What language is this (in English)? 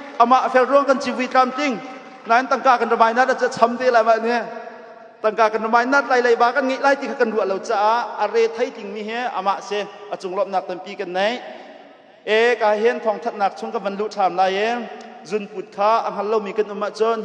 Hakha Chin